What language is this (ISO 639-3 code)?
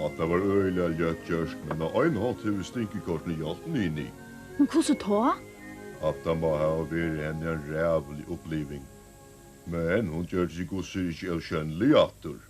fao